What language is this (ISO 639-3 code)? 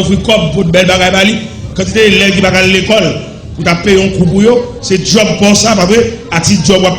hat